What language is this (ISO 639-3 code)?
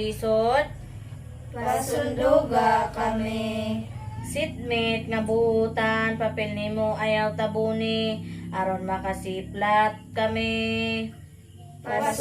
ceb